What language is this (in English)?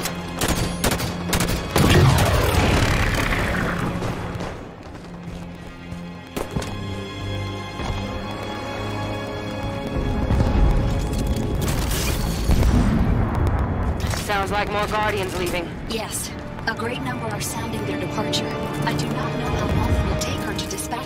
English